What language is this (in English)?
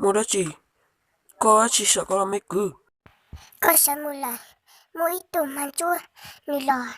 Hmong